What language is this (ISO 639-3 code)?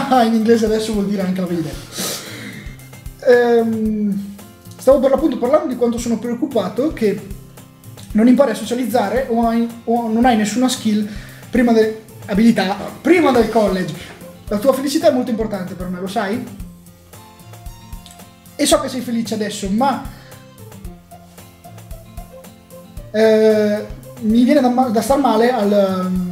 ita